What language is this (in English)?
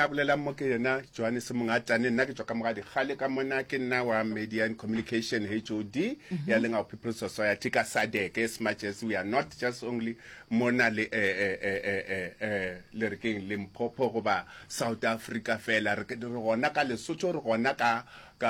Northern Sotho